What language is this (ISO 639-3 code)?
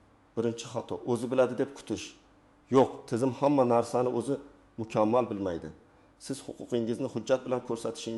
uzb